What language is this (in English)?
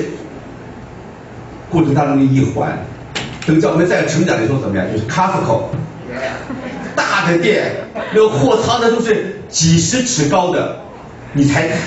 Chinese